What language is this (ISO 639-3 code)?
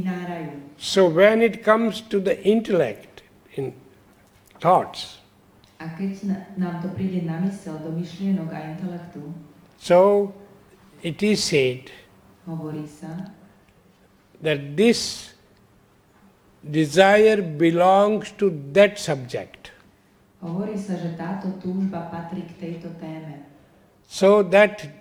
slk